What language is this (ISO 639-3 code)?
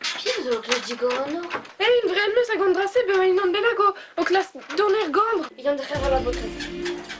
bre